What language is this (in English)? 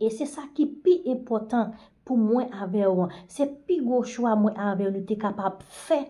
Haitian Creole